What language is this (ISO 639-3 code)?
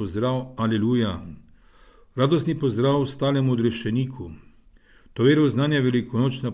slv